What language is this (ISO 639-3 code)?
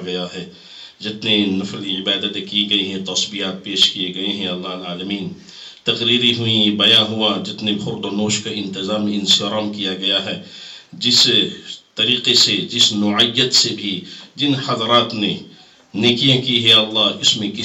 urd